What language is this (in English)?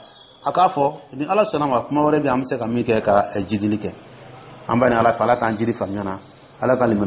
Dyula